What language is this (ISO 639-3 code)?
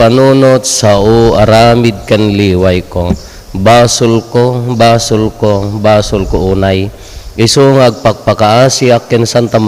ilo